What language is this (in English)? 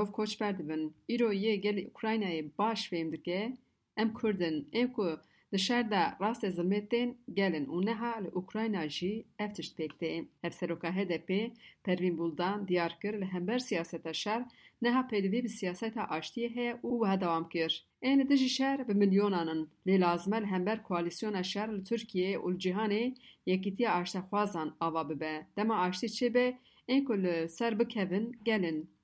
Kurdish